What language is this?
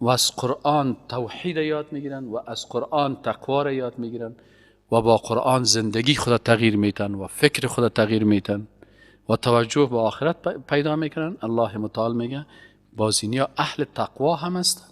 Persian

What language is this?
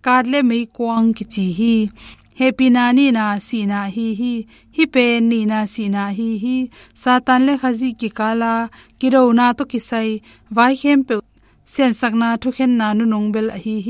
Tedim Chin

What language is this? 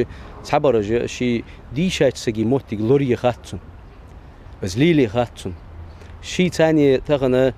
Ingush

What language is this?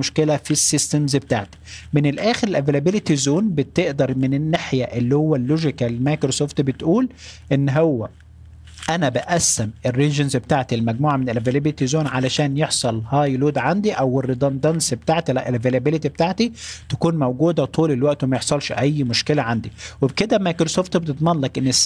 Egyptian Arabic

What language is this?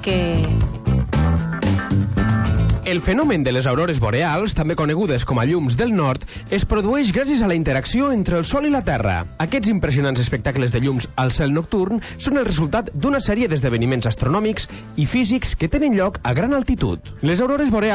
Catalan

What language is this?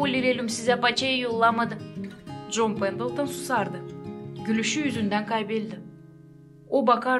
Gagauz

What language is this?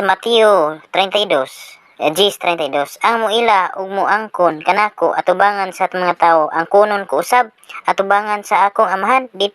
Cebuano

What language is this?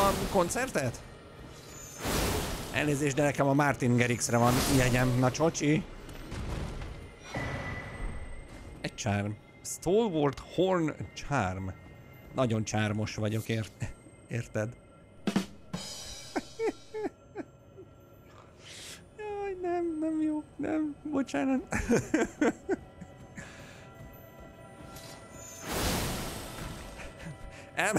Hungarian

